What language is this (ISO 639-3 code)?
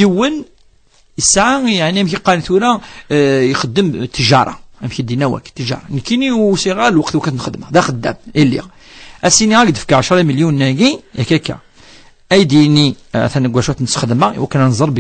kab